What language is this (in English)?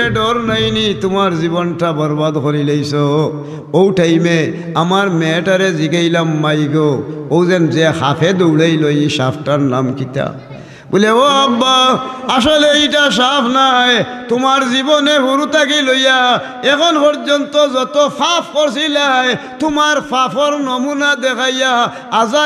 Sylheti